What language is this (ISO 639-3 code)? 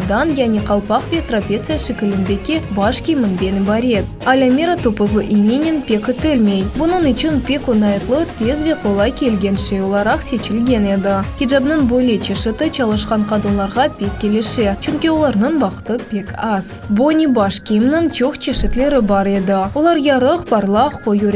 crh